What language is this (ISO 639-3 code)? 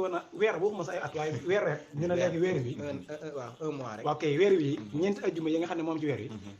wol